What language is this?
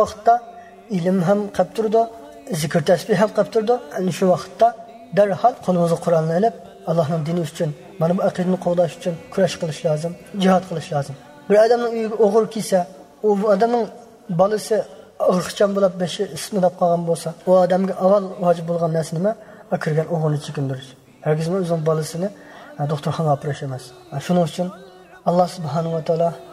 Uyghur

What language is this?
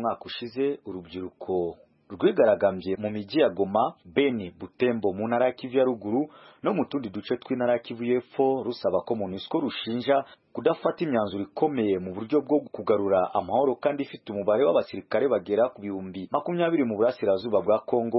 Kinyarwanda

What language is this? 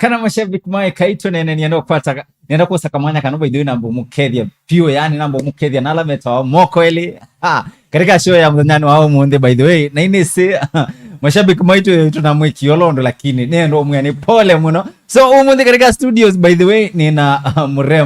Kamba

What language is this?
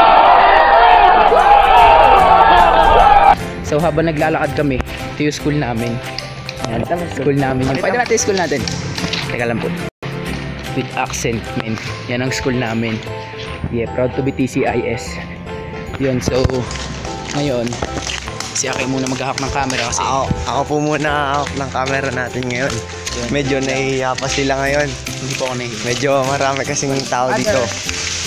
Filipino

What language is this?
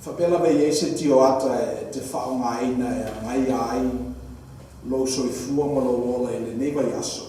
Samoan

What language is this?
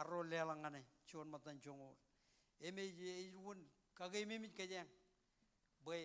Marshallese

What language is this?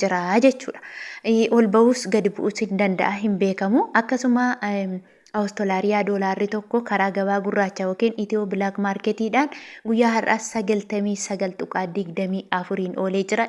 Oromo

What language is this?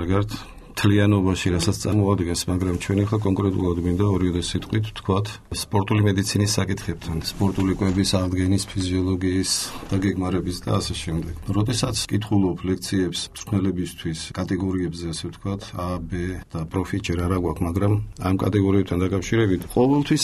Georgian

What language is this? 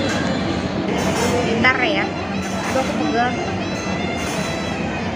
Indonesian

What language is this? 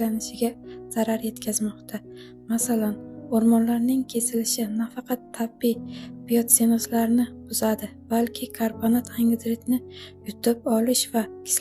Uzbek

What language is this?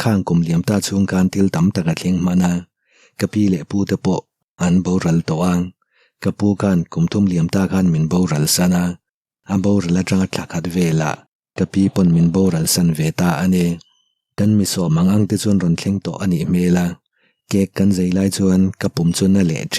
Mizo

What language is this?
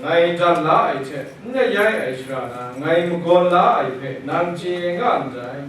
Kachin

